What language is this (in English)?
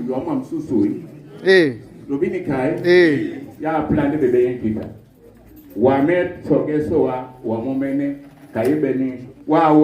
Duala